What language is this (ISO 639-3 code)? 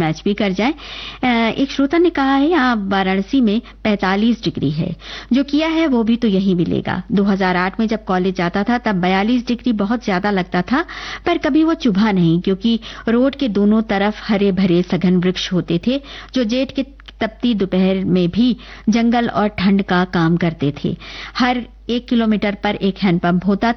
hin